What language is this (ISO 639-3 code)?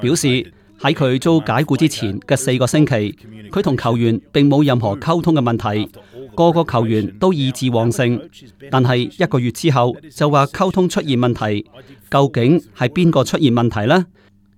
yue